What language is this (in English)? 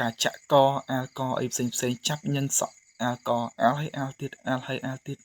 Khmer